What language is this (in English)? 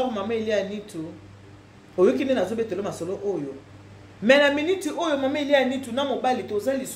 Lingala